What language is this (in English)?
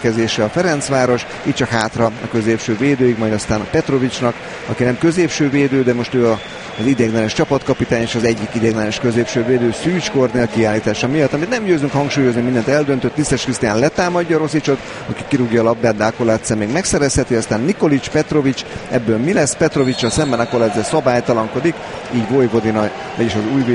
Hungarian